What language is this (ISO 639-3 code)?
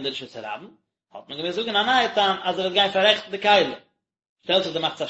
yid